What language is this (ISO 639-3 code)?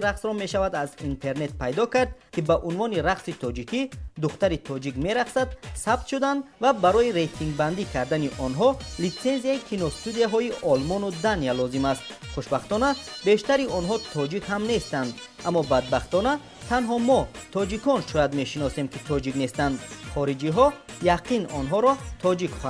tgk